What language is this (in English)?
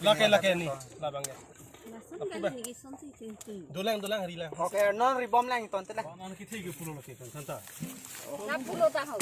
Karbi